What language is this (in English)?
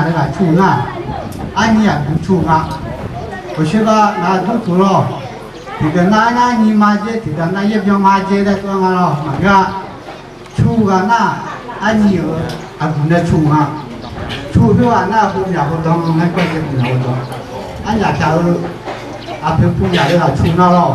Akha